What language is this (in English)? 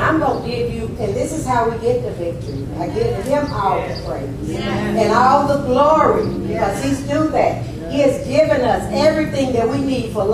English